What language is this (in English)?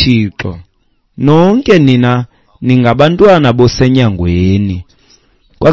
Xhosa